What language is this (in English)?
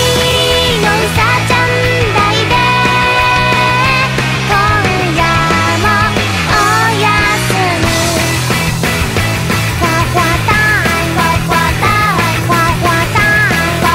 Japanese